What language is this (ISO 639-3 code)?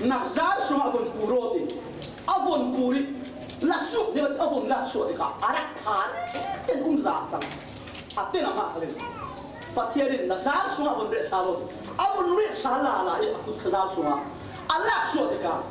cfm